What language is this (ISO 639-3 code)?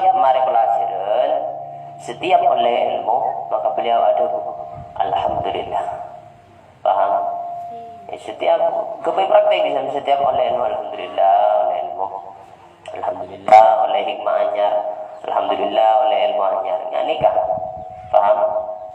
mad